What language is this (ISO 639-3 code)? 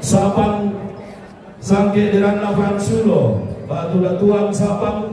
sda